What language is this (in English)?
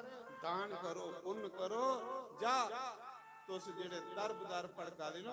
Dogri